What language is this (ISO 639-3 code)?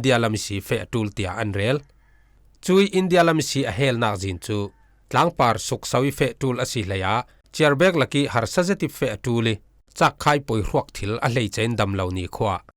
cfm